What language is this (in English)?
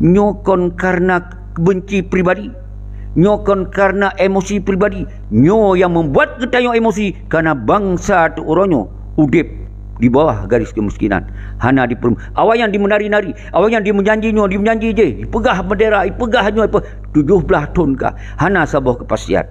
Achinese